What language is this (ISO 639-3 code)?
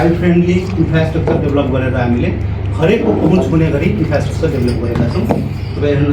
nep